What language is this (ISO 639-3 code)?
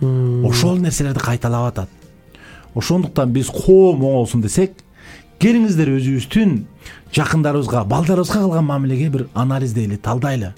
kir